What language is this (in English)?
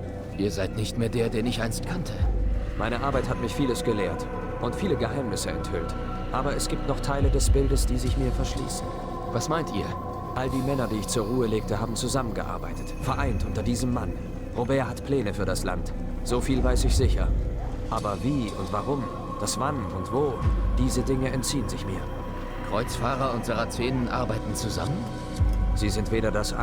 Bavarian